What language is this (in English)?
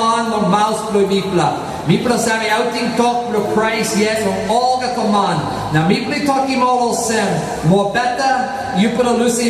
Tok Pisin